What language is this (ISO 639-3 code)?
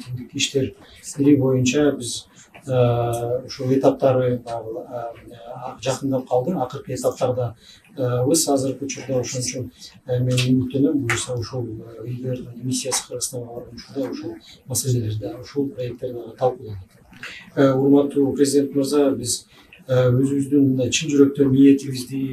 kir